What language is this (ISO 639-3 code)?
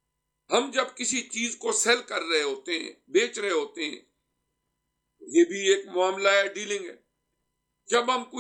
urd